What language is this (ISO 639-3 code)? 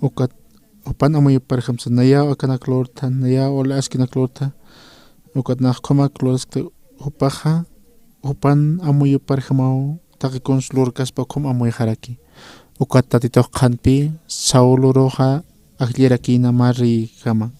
aym